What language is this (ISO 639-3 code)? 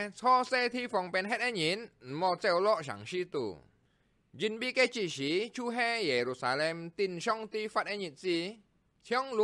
hak